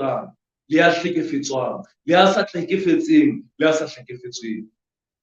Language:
Southern Sotho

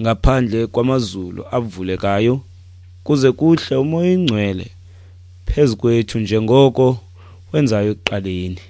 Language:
Xhosa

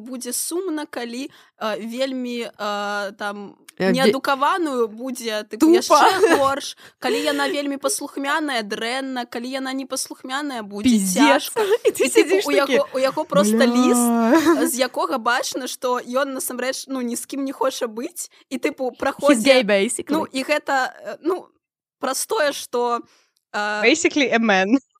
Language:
Belarusian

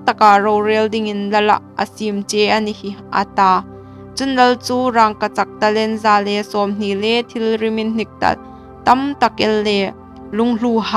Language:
Hmar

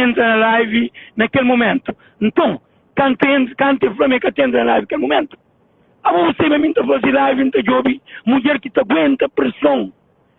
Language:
Kabuverdianu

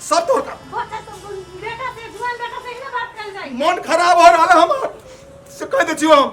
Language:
Maithili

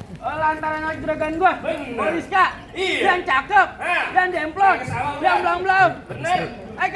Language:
Betawi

